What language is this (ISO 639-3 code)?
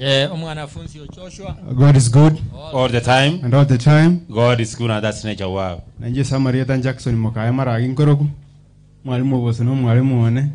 guz